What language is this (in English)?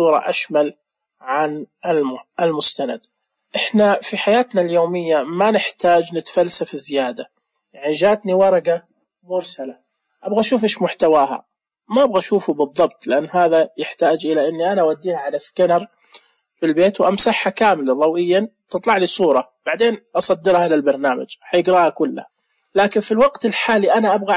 Najdi Arabic